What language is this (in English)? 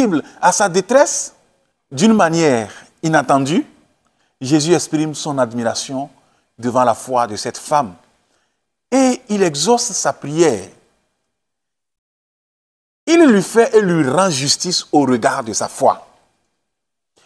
French